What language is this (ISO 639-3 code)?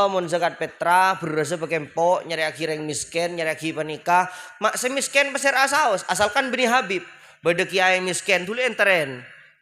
mad